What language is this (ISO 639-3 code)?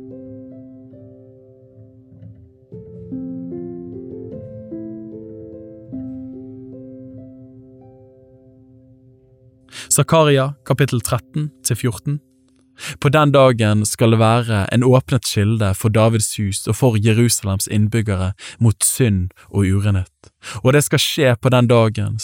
nor